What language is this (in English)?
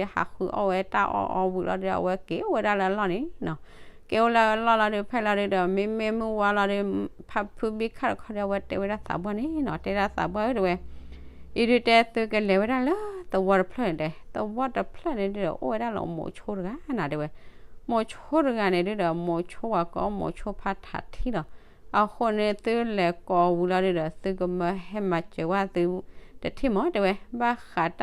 S'gaw Karen